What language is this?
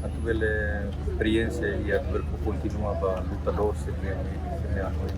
Tetum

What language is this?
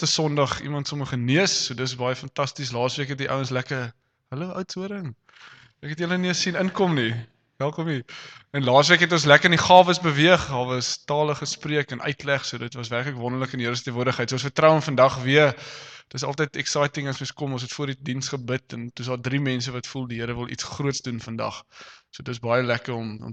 Afrikaans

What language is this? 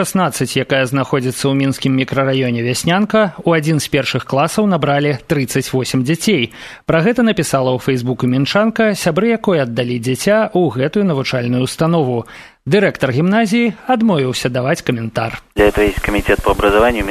Belarusian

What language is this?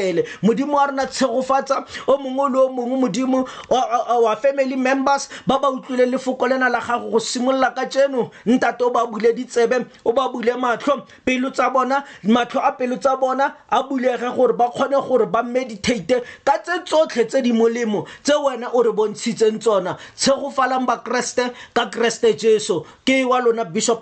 Tswana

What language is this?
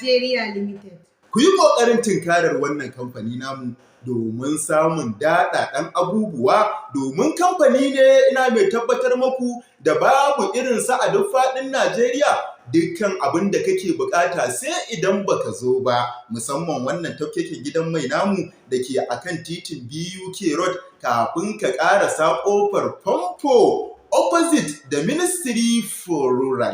Hausa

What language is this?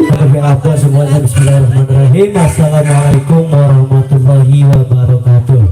Betawi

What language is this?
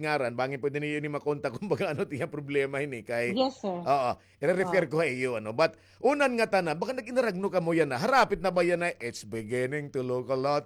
Waray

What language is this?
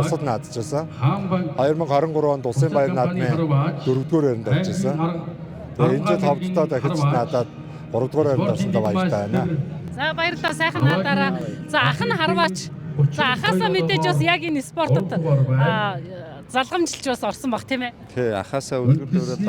Mongolian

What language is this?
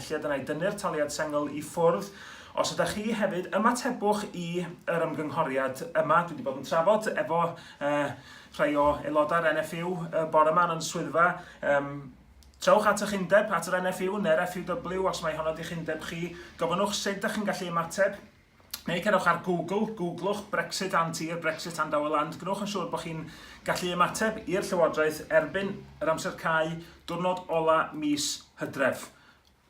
Welsh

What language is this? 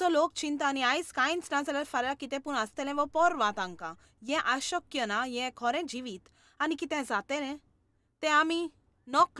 Konkani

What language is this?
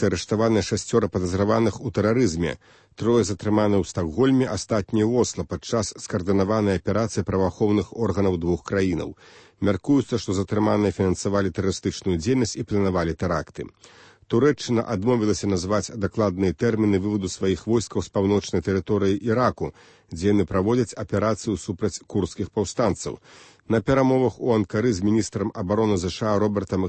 Belarusian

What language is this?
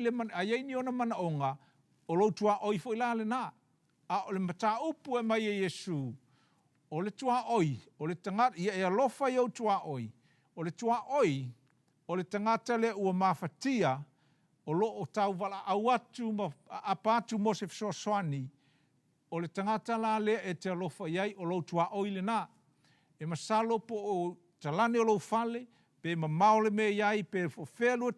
Samoan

